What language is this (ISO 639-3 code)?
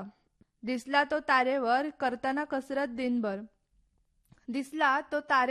mar